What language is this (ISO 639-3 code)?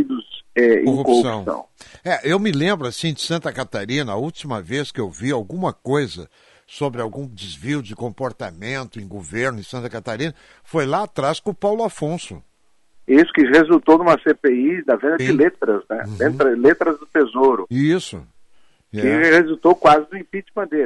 por